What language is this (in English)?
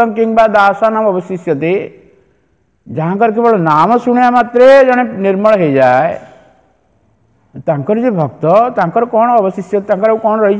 Odia